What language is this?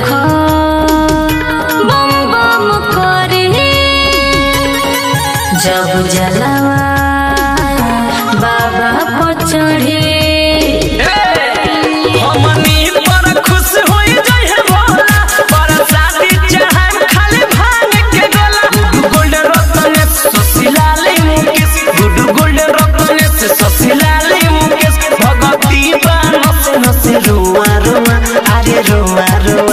Bhojpuri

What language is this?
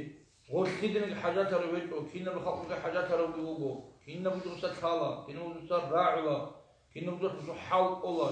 Avaric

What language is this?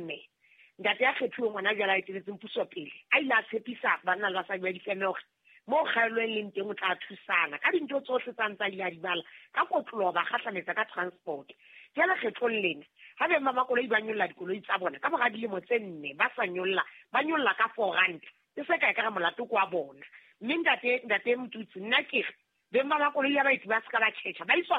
Southern Sotho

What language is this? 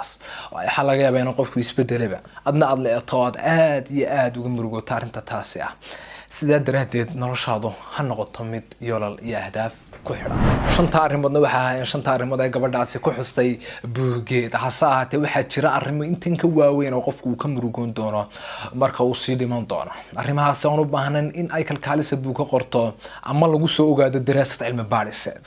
Somali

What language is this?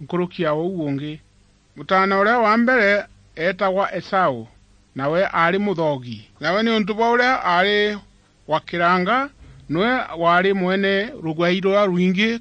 Meru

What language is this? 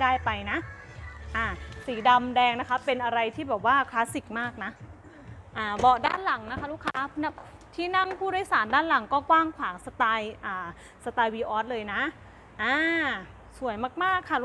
Thai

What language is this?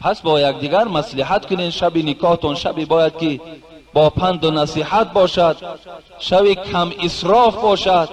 Tajik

